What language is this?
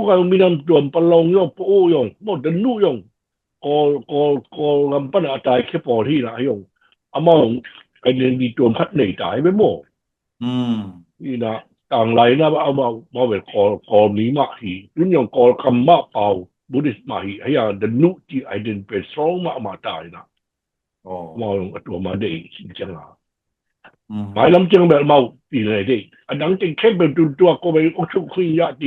Tedim Chin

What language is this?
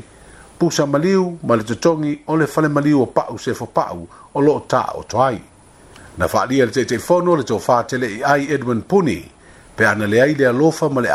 Samoan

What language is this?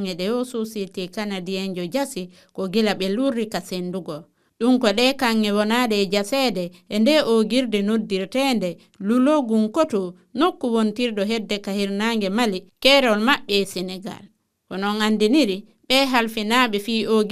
Fula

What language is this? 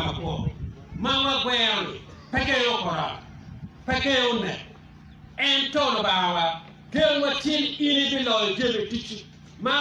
Acoli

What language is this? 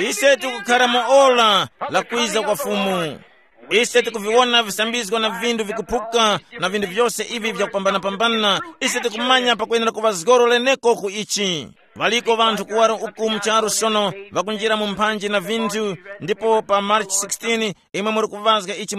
Tumbuka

